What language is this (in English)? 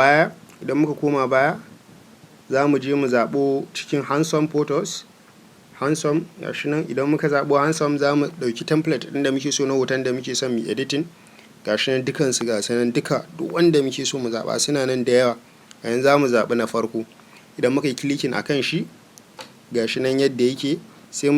Hausa